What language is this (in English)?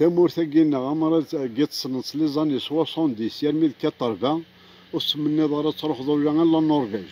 Kabyle